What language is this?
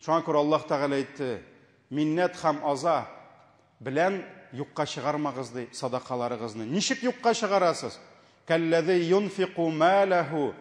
Tatar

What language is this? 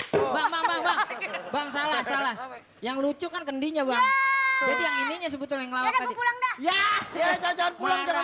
Betawi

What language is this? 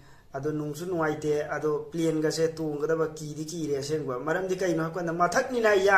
Manipuri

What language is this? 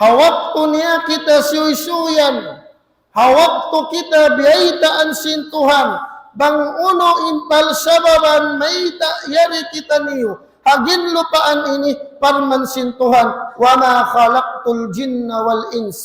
Tausug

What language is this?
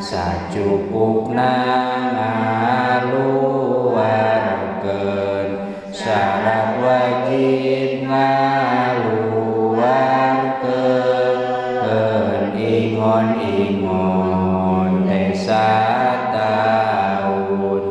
Sundanese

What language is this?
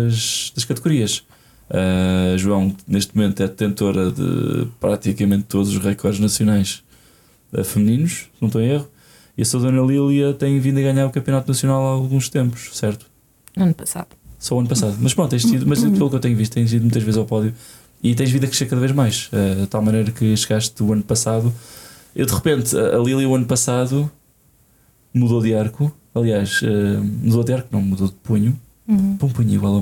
Portuguese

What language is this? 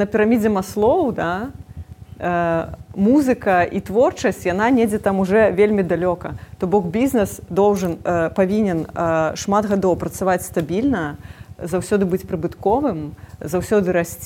Belarusian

